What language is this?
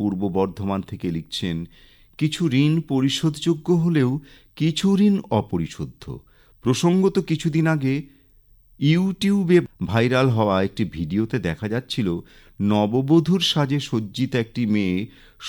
Bangla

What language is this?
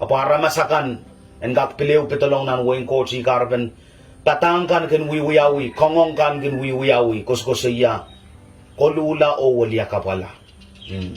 Pohnpeian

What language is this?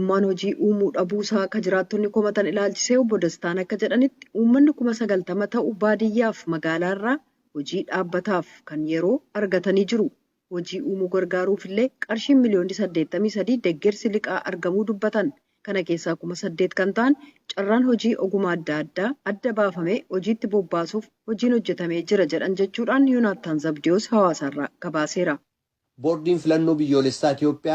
Oromo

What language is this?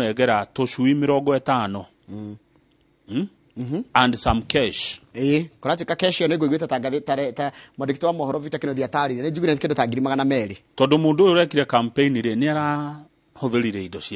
Kikuyu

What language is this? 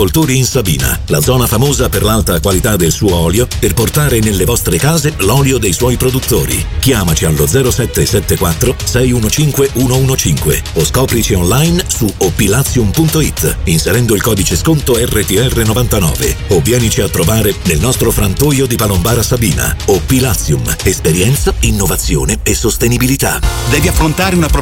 Italian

